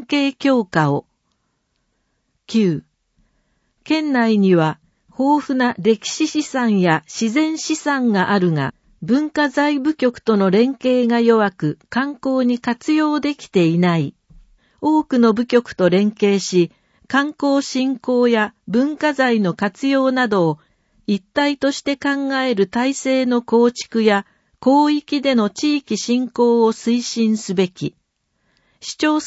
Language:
Japanese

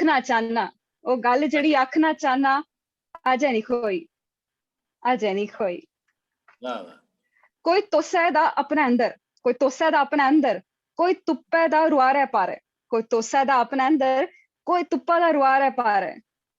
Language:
Dogri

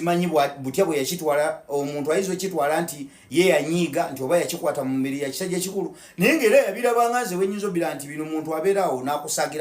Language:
Ganda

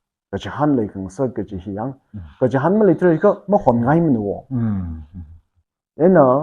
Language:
Tangkhul Naga (India)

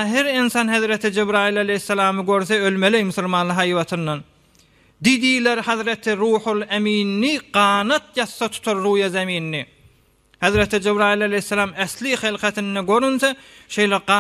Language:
Turkmen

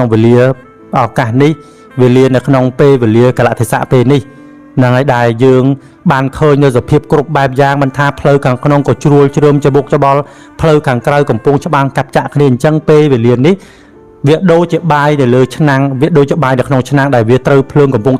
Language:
Khmer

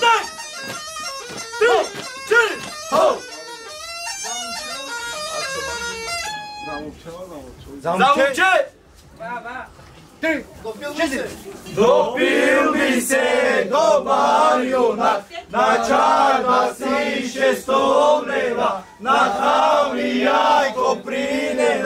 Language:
Bulgarian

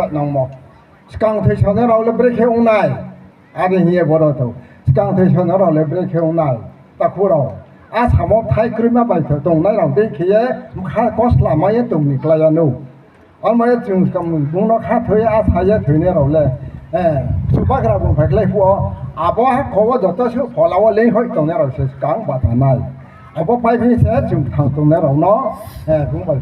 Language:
Riang (India)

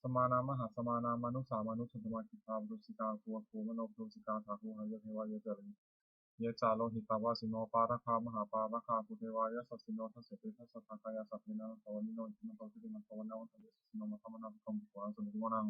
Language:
Pali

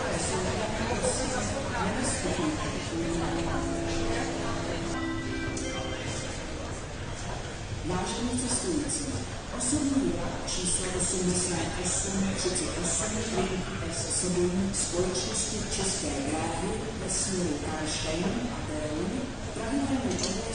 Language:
Czech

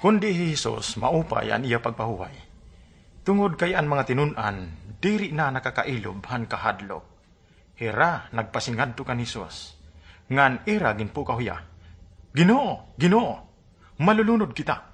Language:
Waray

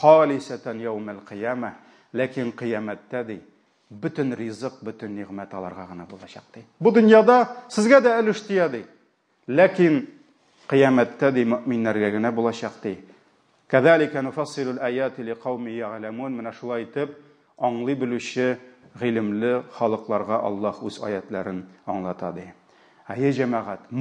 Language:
Tatar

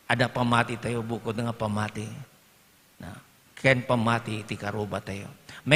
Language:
Iloko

